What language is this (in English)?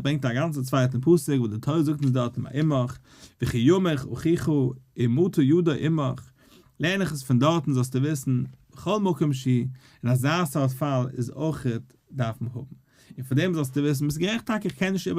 Yiddish